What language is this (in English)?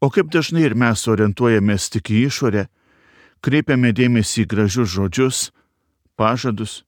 Lithuanian